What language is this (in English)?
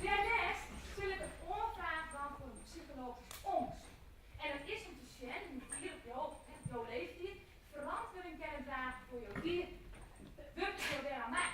Western Frisian